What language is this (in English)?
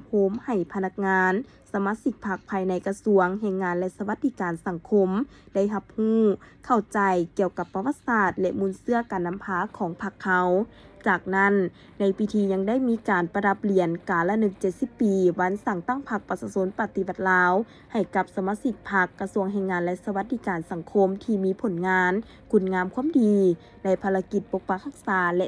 Lao